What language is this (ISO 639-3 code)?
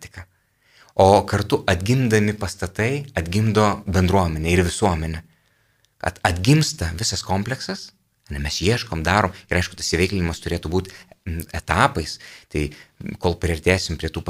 lit